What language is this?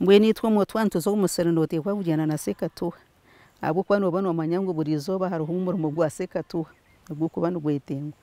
Nyankole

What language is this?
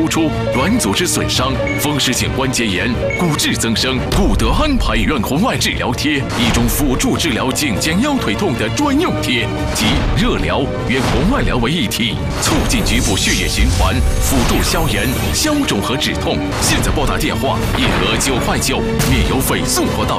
Chinese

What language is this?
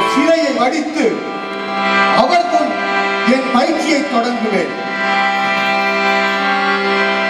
Tamil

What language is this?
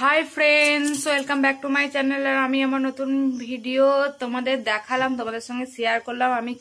Bangla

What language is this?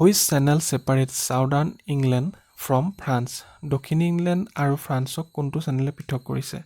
Assamese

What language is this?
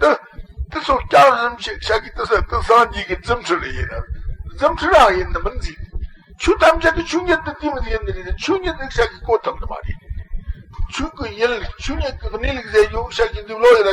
Tibetan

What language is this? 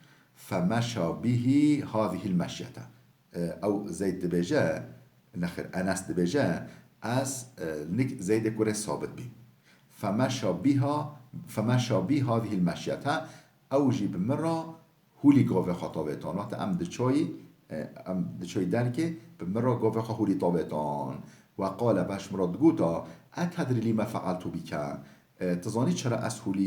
Kurdish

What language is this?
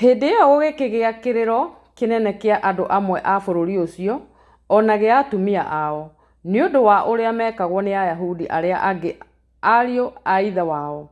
Kikuyu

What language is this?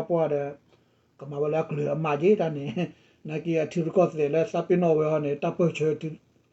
S'gaw Karen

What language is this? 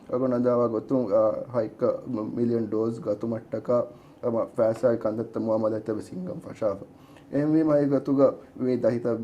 Divehi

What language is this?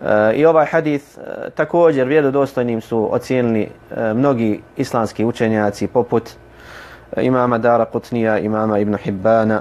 Bosnian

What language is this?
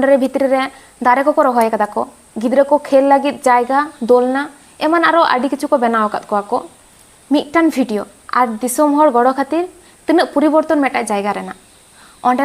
Santali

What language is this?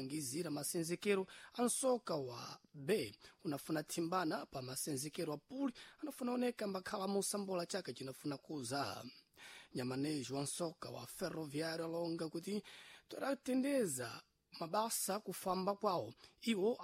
Sena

